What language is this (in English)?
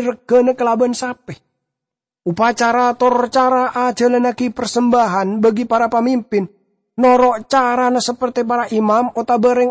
Madurese